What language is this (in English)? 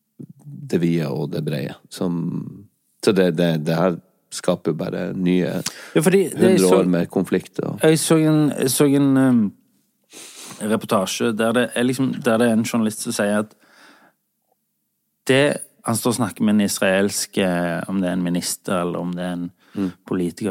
Norwegian